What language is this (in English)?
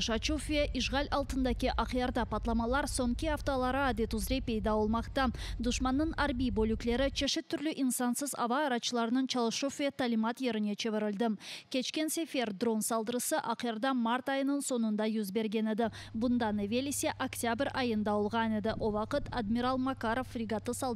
Crimean Tatar